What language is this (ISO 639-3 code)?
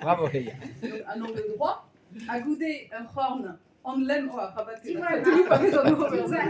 bre